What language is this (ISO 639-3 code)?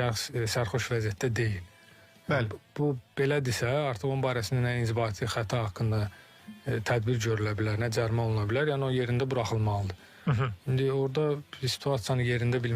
aze